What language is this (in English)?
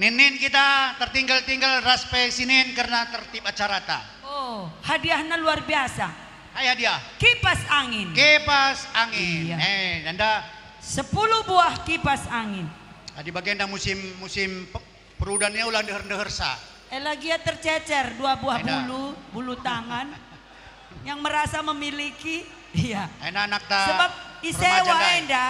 Batak Karo